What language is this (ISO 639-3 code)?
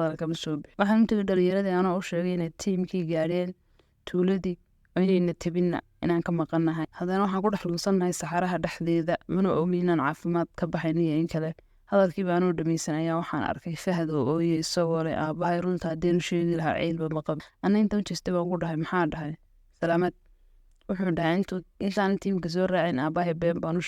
som